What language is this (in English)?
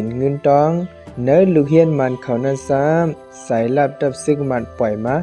Shan